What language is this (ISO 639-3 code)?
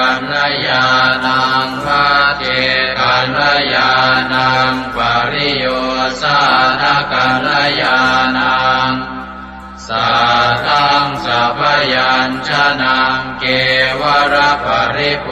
pli